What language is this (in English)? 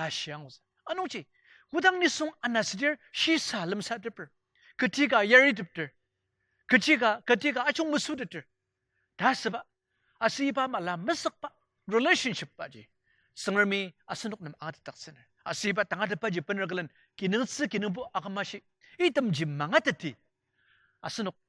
Ao Naga